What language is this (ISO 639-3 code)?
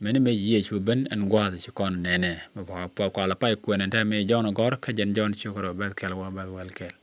nus